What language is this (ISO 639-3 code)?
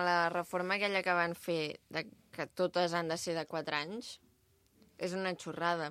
cat